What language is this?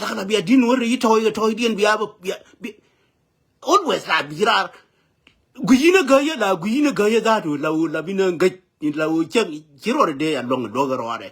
Nuer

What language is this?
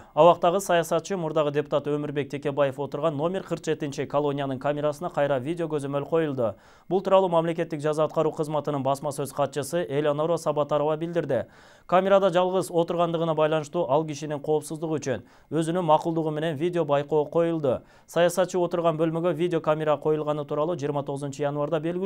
Kyrgyz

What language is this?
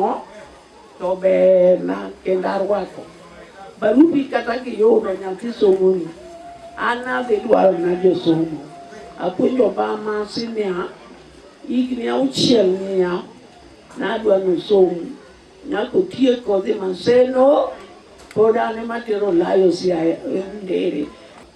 Luo (Kenya and Tanzania)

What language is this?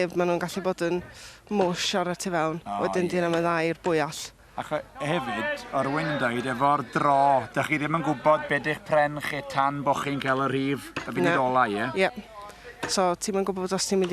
Welsh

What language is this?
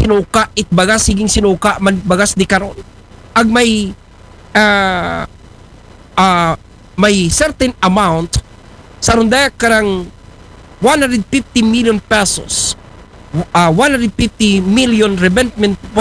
Aklanon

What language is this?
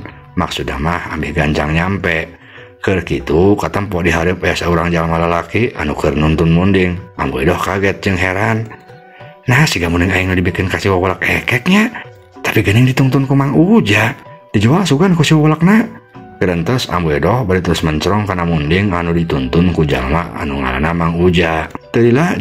Sundanese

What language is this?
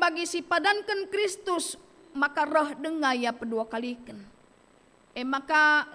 Batak Karo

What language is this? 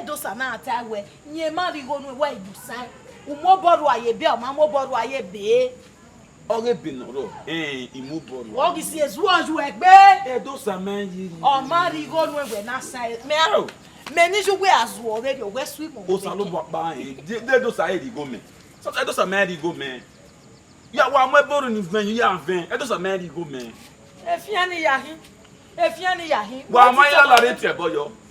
Bini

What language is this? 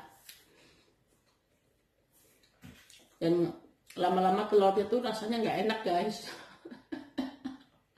Indonesian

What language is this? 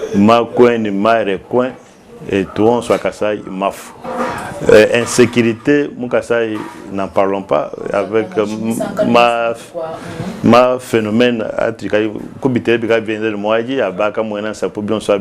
Luba-Lulua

